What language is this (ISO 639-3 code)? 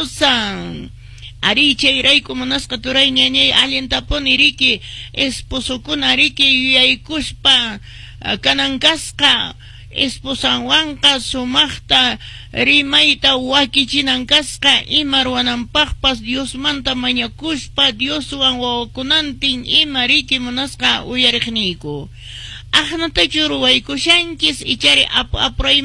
que